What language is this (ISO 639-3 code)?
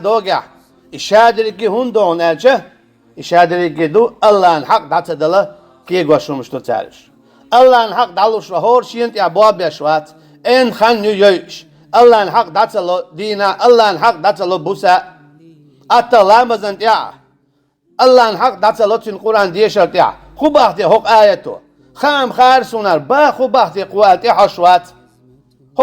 che